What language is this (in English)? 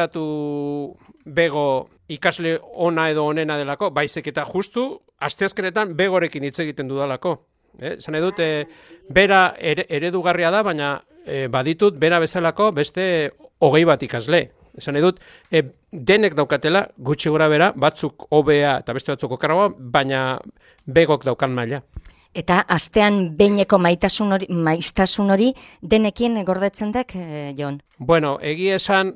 Basque